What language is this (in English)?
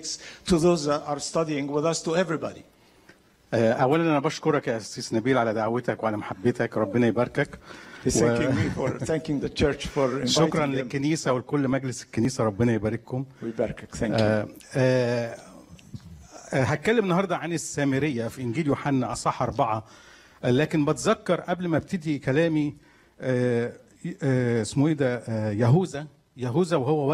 Egyptian Arabic